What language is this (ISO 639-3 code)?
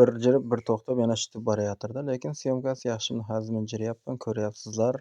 uzb